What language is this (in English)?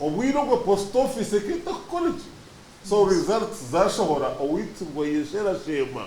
Nyankole